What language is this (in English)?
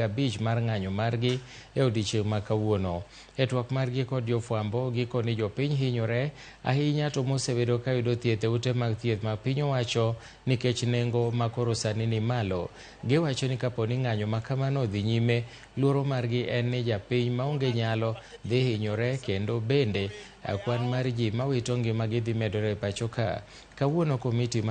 Luo (Kenya and Tanzania)